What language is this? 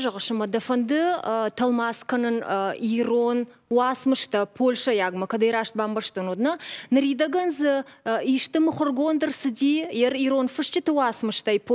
Ossetic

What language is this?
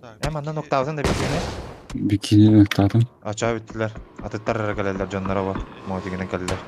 Yakut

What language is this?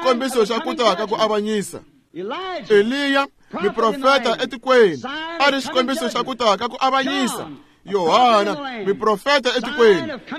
Tsonga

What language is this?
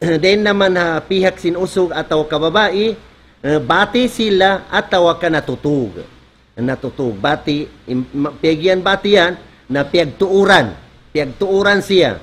Tausug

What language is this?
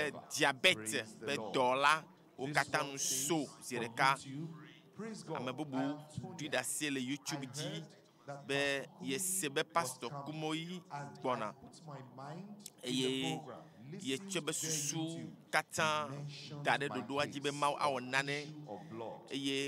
Ewe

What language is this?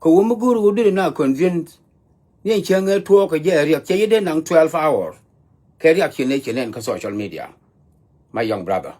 Nuer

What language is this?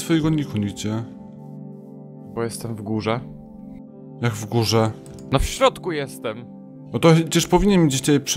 Polish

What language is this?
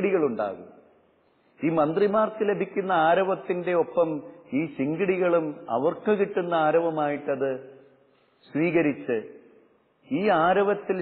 Malayalam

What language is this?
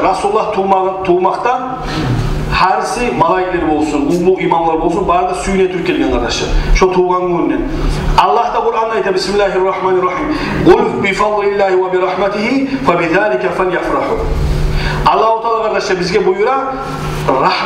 Kumyk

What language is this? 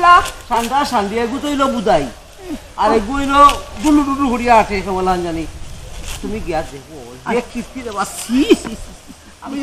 Sylheti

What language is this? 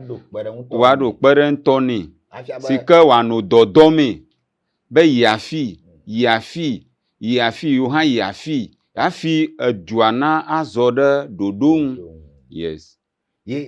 Ewe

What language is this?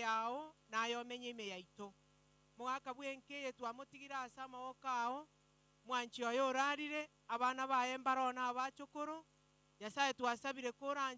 Gusii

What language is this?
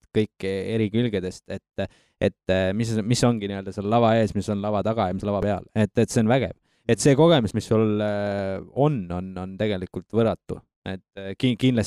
Estonian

